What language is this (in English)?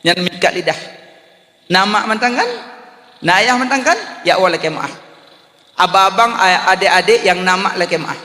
Achinese